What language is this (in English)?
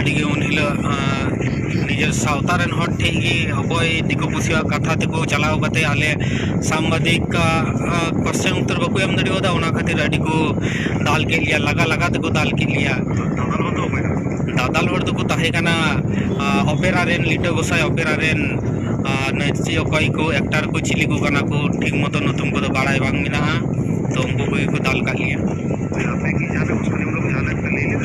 Santali